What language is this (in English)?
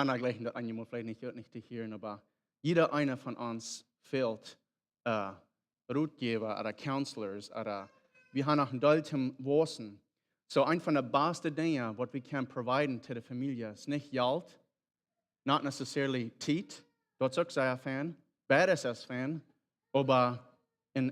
Plautdietsch